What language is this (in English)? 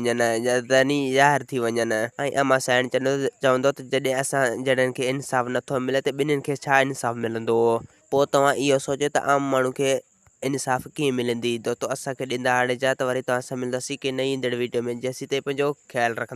Sindhi